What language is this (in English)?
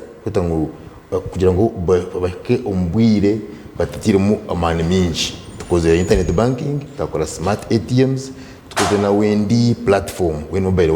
Nyankole